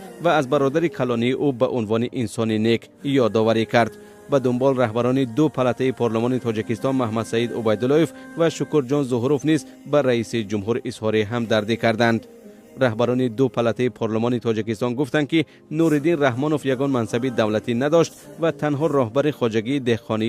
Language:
Tajik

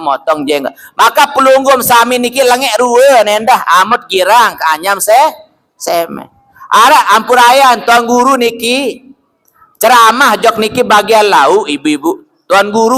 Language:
Sasak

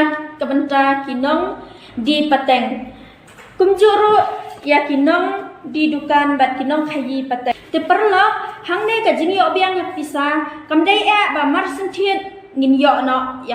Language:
Khasi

